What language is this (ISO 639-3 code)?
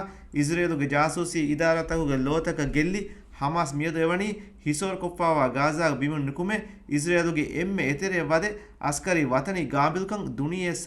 div